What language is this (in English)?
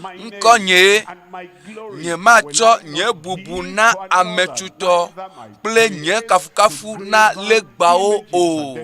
Ewe